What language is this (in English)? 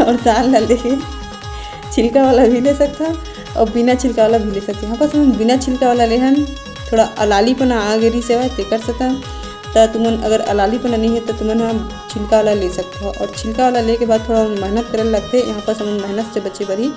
Chhattisgarhi